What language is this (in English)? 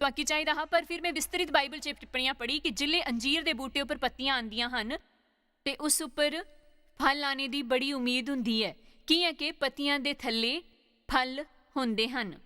Dogri